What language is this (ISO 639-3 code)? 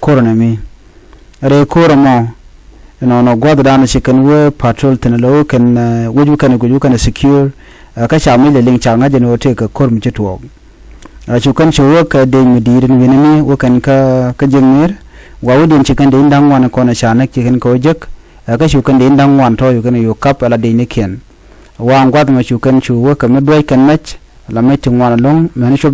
nus